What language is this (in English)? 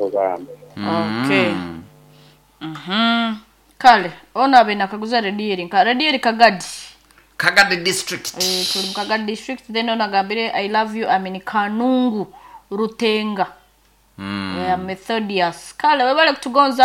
Nyoro